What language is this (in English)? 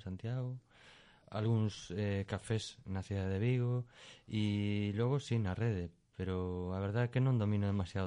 Galician